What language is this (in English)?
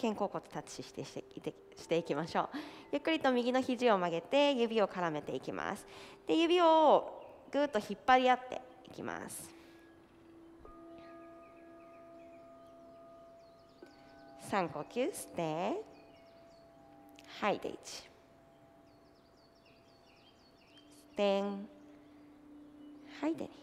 Japanese